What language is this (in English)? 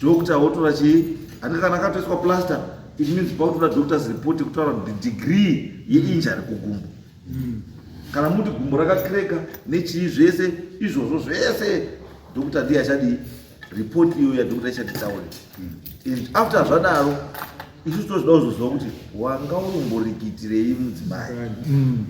Shona